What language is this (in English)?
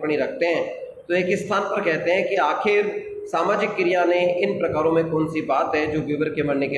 Hindi